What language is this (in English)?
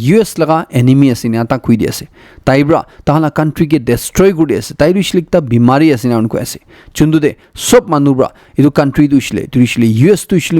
Naga Pidgin